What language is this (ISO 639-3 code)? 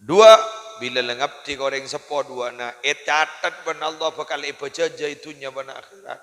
mad